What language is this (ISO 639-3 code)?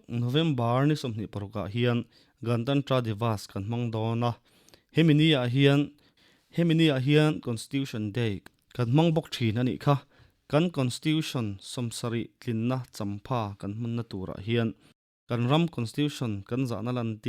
lus